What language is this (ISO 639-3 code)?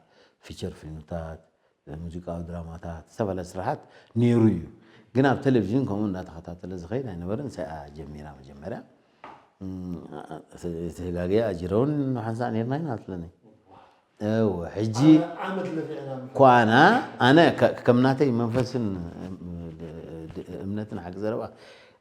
tir